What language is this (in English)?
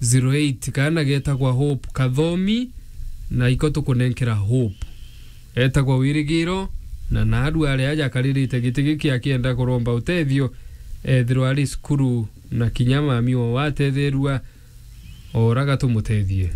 Meru